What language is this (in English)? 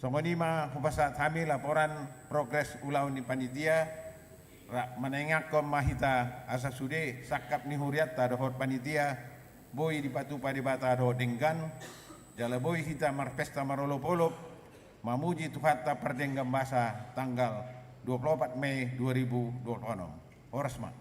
Batak Toba